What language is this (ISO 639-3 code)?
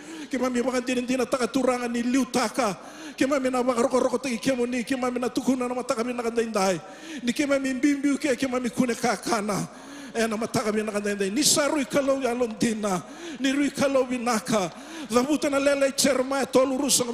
fij